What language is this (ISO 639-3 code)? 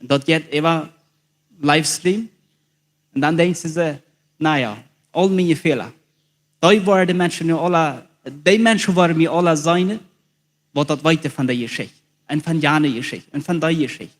pdt